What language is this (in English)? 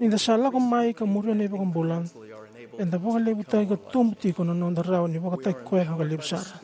Fijian